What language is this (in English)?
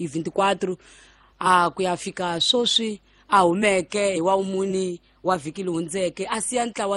Tsonga